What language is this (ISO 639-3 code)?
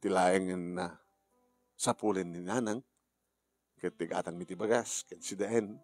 ilo